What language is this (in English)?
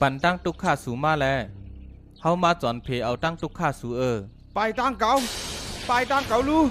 Shan